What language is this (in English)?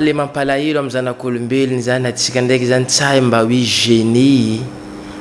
Malagasy